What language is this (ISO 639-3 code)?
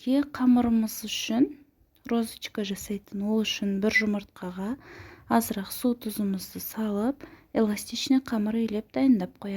kaz